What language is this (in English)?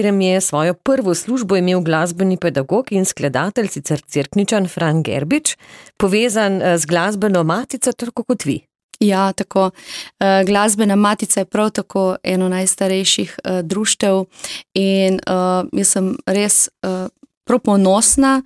Slovenian